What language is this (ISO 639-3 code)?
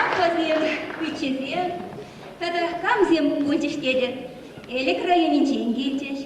chv